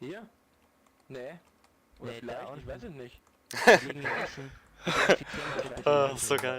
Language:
Swiss German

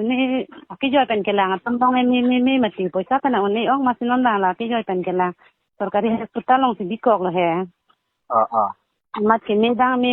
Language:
Karbi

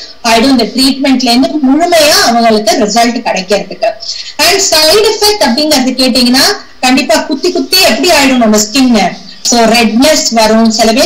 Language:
Tamil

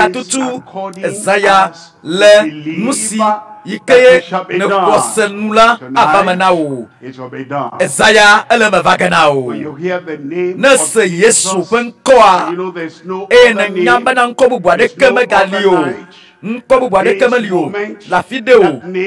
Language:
Ewe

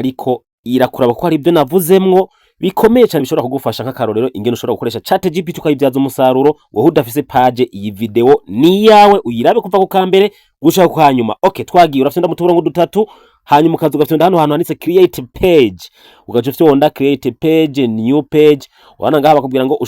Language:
Rundi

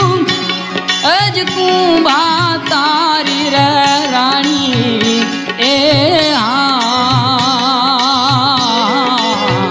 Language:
Gujarati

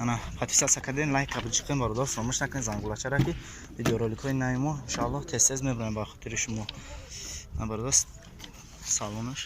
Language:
Tajik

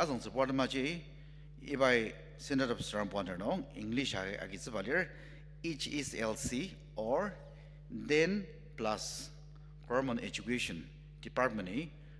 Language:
Ao Naga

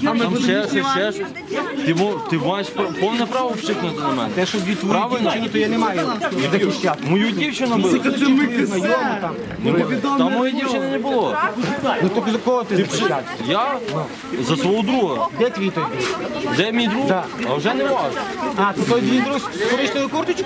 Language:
Ukrainian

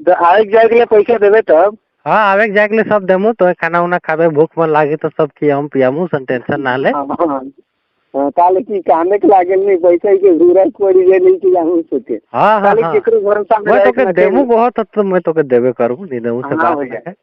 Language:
Sadri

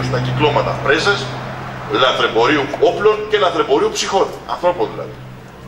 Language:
Greek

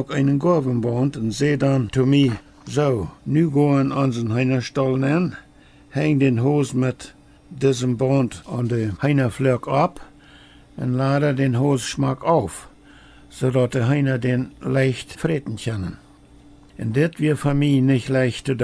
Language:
Plautdietsch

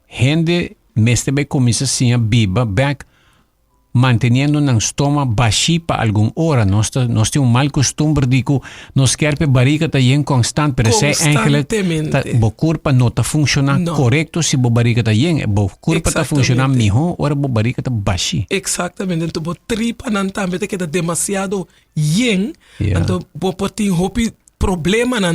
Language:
Papiamento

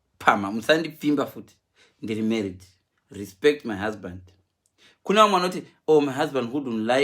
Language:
Shona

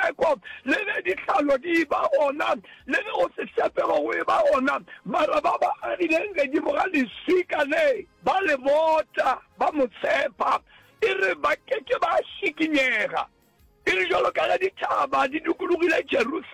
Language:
Northern Sotho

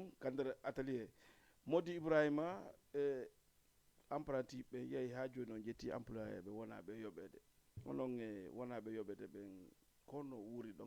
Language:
Fula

